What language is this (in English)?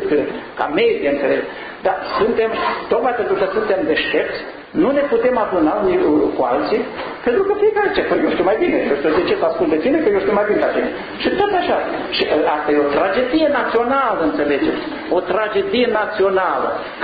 Romanian